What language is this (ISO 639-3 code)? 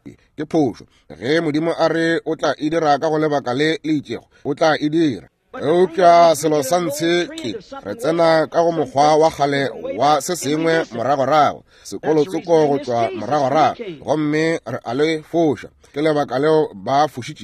nso